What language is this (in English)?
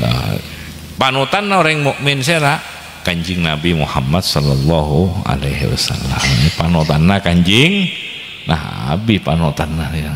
Madurese